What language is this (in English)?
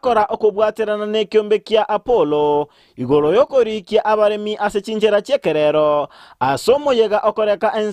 Gusii